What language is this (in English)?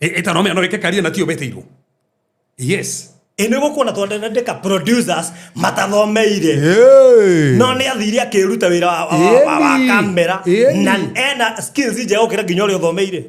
Kikuyu